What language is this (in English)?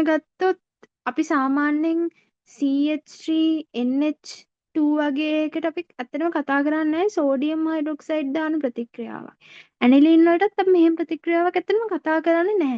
Sinhala